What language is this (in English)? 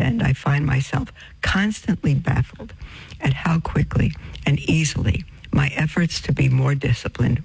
English